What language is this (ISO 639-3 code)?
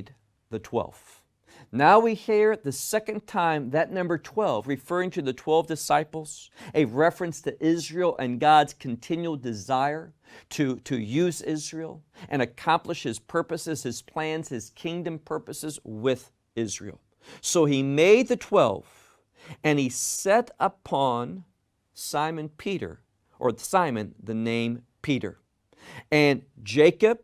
eng